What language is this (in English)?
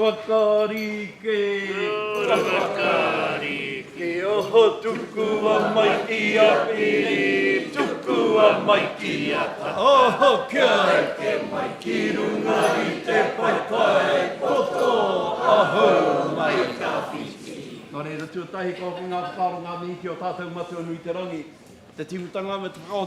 Māori